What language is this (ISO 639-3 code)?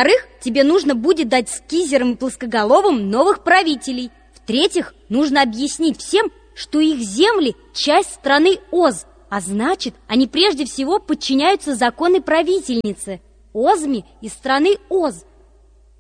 rus